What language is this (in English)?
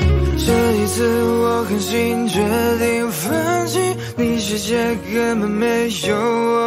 Chinese